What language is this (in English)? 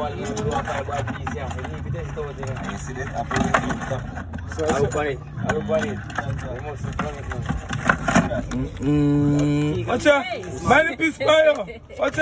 Jamaican Creole English